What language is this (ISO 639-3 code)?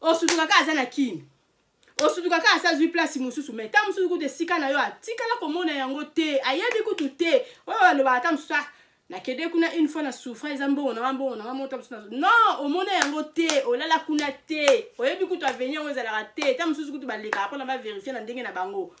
lin